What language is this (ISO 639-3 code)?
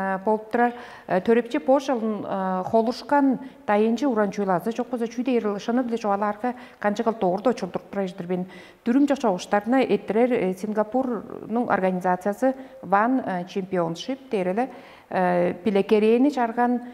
tyv